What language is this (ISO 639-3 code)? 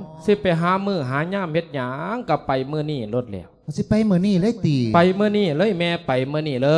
lao